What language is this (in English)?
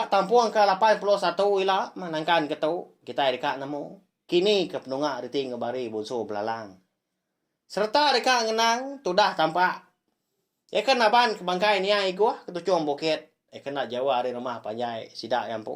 Iban